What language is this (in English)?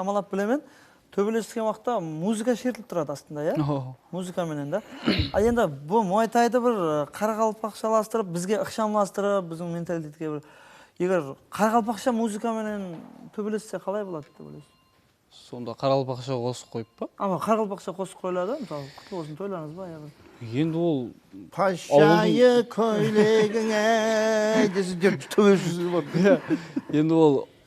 Kara-Kalpak